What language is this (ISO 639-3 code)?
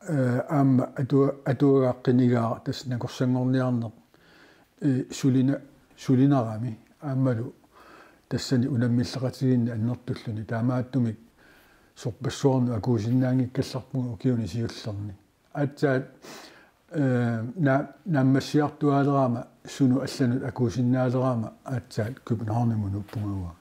kal